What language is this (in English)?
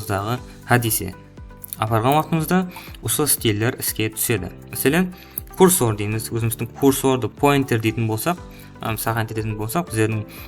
Kara-Kalpak